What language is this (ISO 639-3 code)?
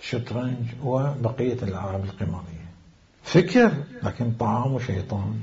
acm